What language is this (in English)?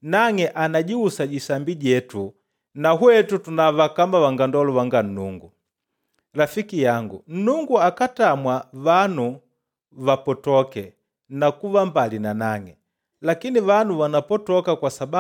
Makonde